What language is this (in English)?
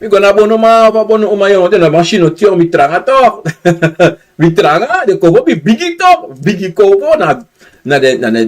Sranan Tongo